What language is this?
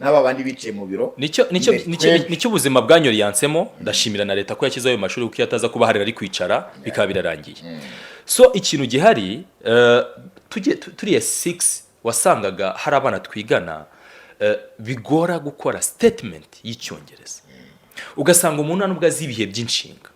Kinyarwanda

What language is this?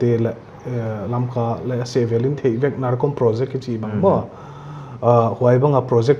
Paite Chin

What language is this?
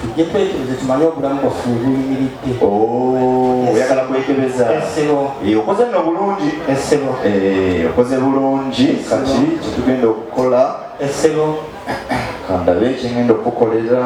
Ganda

